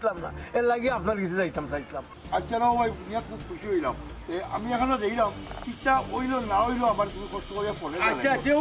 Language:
Sylheti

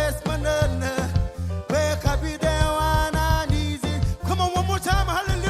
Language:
Marshallese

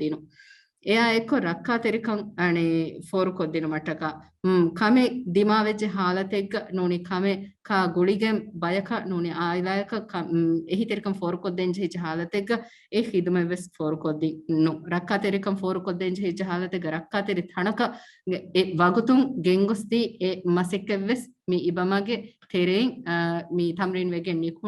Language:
Divehi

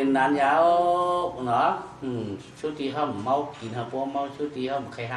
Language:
Shan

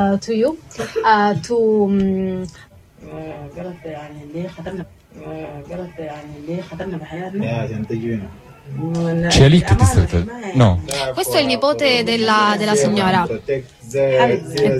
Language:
Italian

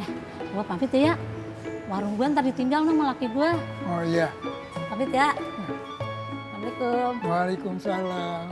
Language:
Betawi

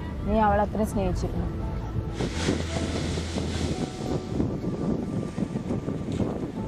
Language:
Malayalam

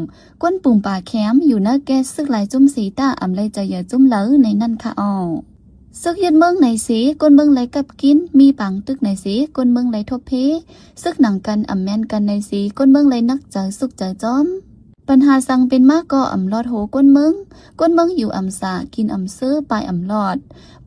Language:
Shan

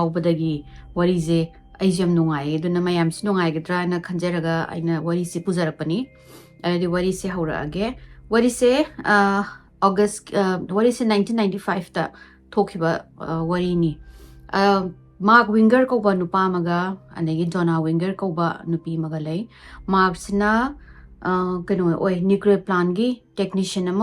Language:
Manipuri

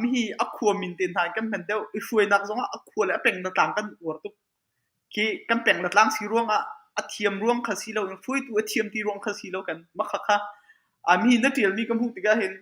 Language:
Hakha Chin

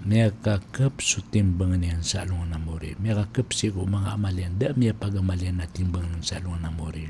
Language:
Maranao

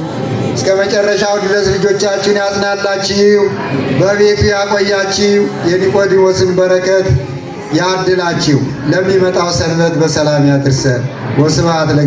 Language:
Amharic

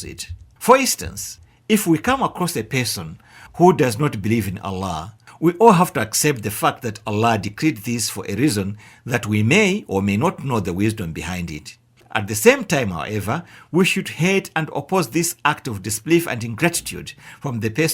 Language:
English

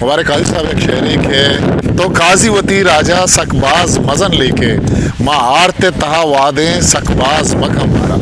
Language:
Eastern Balochi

